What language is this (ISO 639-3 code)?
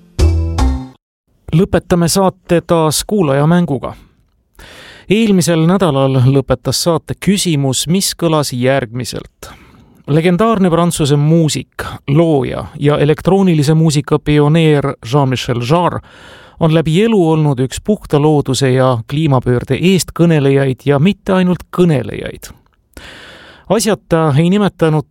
est